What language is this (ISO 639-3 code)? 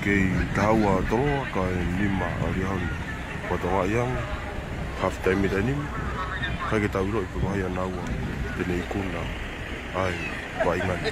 ton